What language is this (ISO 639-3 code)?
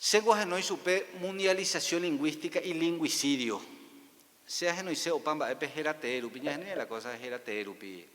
grn